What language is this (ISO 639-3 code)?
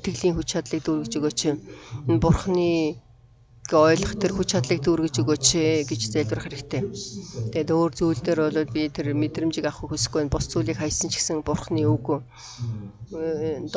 mon